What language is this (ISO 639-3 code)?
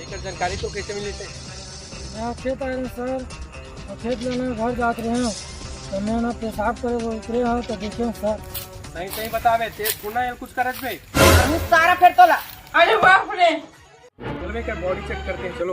hne